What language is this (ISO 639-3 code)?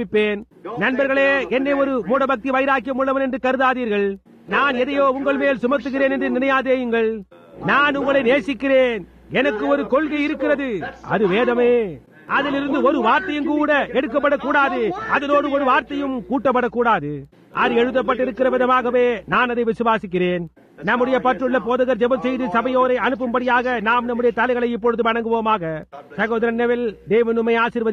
tam